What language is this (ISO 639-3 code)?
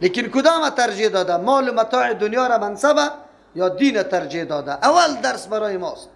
fas